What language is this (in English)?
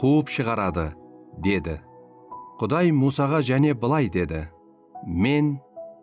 Kara-Kalpak